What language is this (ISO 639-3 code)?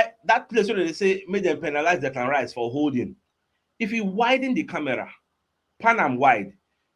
pcm